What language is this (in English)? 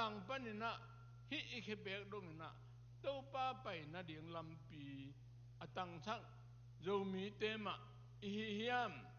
Tedim Chin